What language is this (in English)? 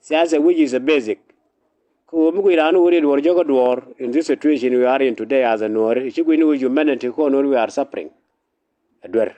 Nuer